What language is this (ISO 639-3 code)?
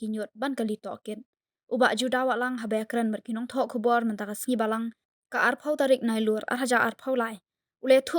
kha